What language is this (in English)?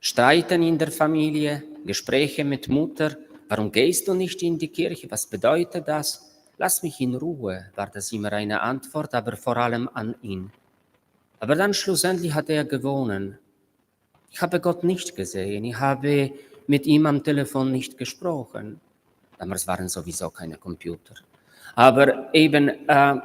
Romansh